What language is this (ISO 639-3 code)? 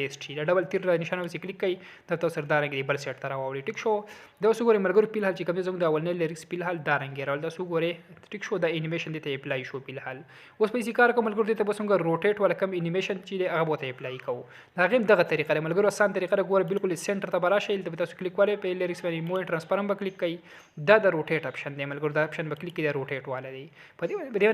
pus